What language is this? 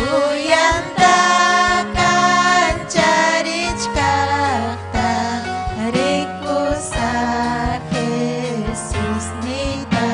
Ayacucho Quechua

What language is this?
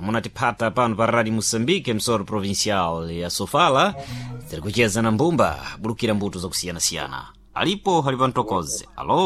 Sena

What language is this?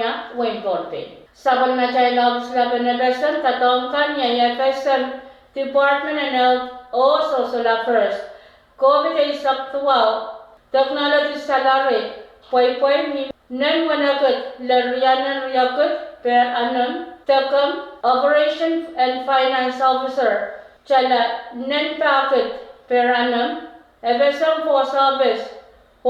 Pohnpeian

